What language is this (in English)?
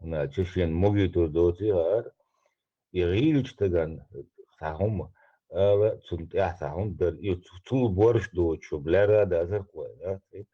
Chechen